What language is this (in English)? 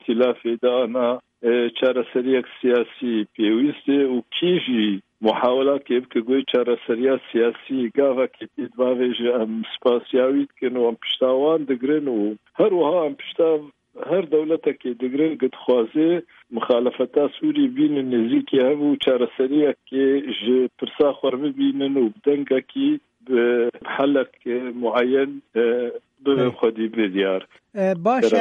Kurdish